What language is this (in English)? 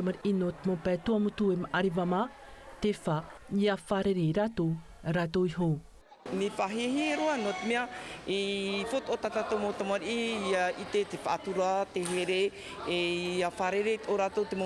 Tahitian